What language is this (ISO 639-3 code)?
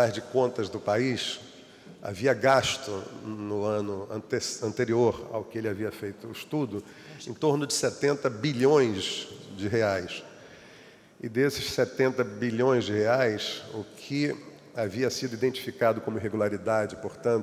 por